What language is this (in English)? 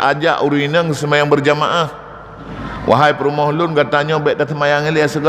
Achinese